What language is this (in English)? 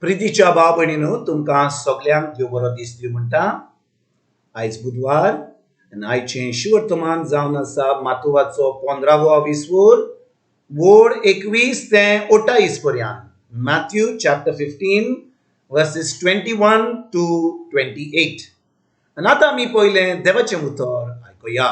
Konkani